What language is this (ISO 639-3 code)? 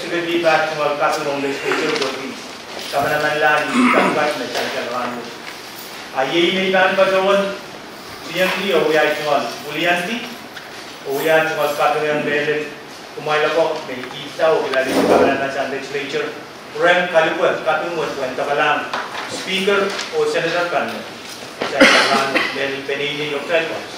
pon